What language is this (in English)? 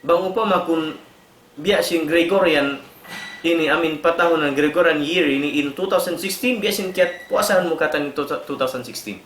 Tausug